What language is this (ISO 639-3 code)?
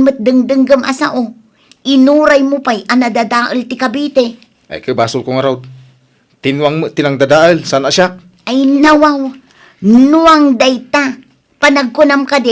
ilo